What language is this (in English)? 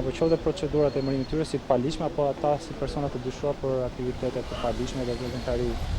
Albanian